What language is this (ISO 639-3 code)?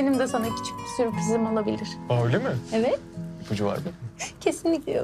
tur